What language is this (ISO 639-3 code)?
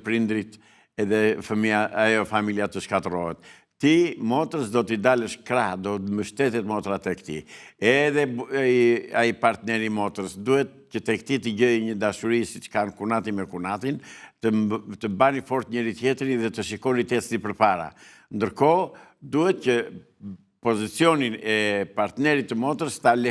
sqi